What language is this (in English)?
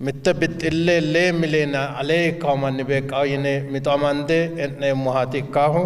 Sidamo